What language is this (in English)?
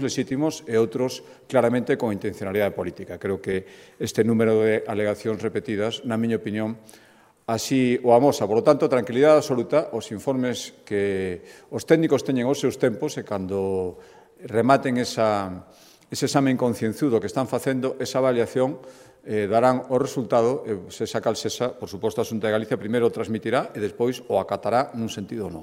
Galician